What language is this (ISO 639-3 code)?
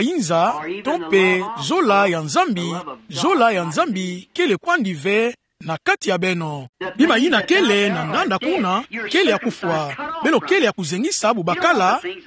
ktu